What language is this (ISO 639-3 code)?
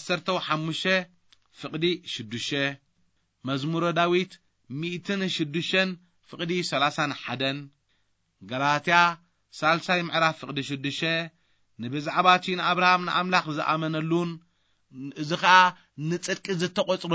tir